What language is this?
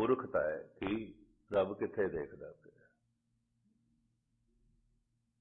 Punjabi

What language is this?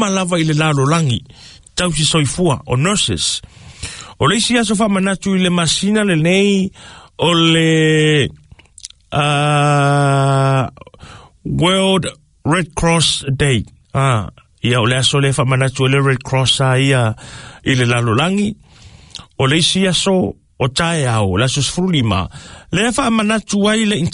Samoan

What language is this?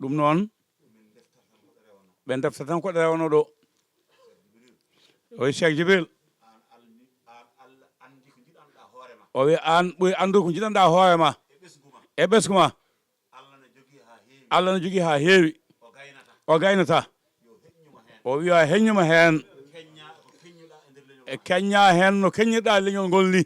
Fula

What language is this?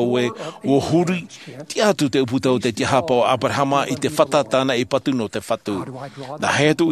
Tahitian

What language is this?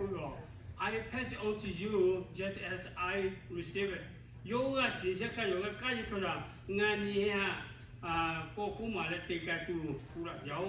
Lahu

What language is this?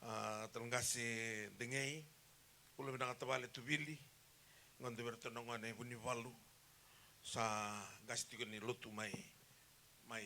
Fijian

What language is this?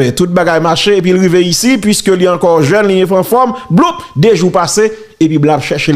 Haitian Creole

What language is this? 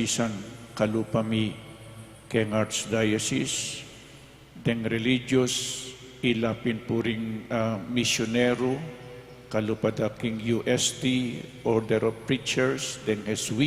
Pampanga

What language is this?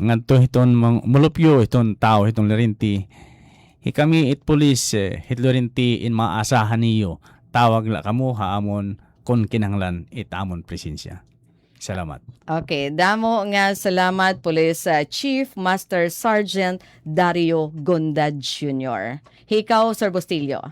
Waray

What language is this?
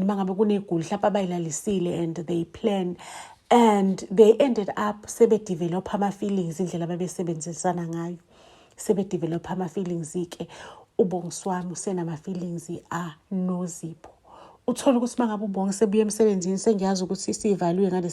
Zulu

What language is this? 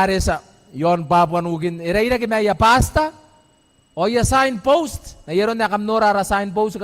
Gilbertese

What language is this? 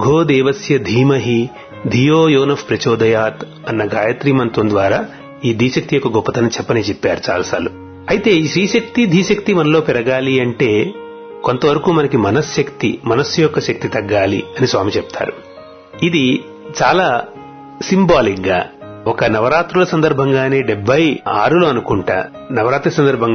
Telugu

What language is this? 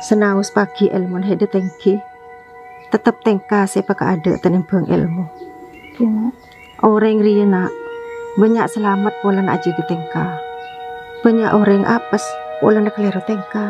Madurese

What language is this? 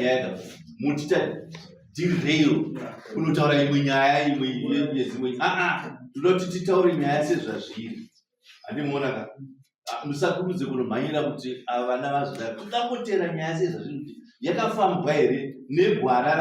Shona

